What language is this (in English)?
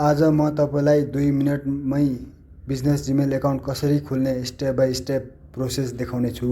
Nepali